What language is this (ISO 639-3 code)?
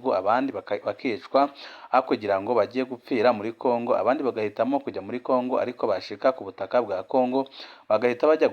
run